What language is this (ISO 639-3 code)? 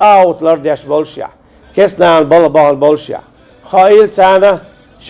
che